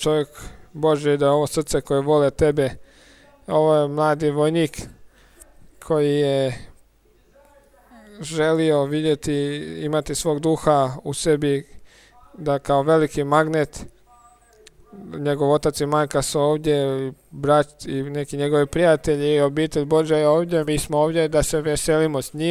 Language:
Croatian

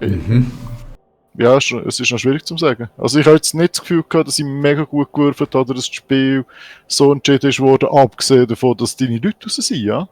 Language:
Swiss German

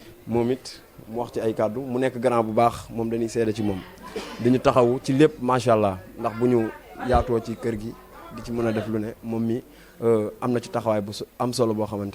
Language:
Wolof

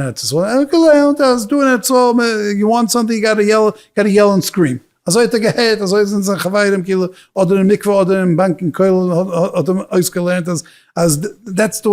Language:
Yiddish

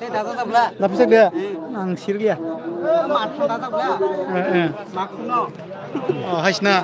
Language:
Kok Borok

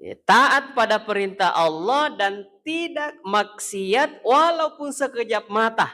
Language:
Buginese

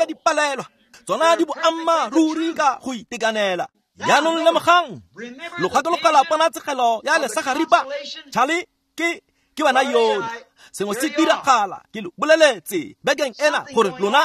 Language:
Tswana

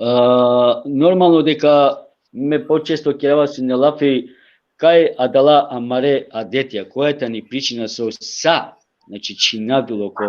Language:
Balkan Romani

